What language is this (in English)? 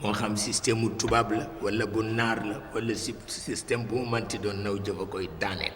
Wolof